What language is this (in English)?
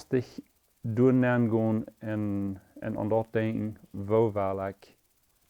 Plautdietsch